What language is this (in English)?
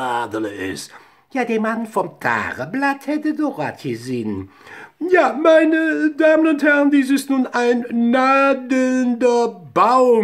Colognian